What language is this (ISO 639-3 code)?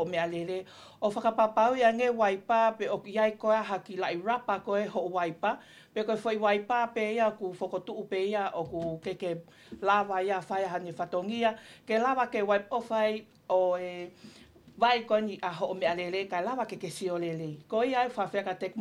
ton